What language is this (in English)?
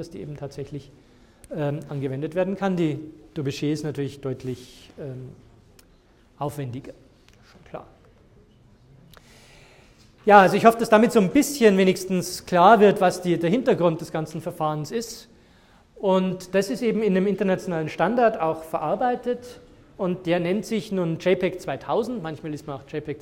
German